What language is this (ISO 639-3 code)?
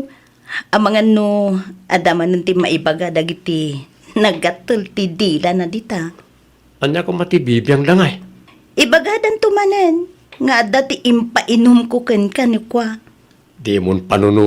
ilo